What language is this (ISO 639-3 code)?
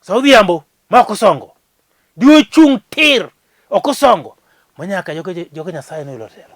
luo